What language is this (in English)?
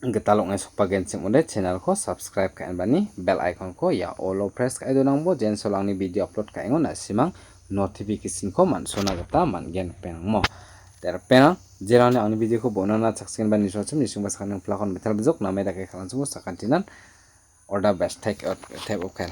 Garo